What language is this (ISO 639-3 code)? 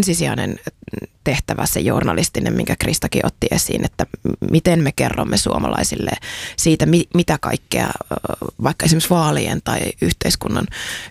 fin